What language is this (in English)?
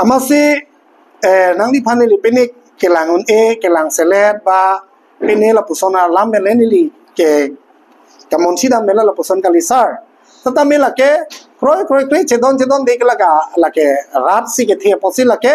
Karbi